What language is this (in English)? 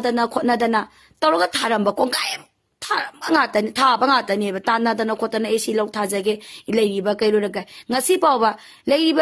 Manipuri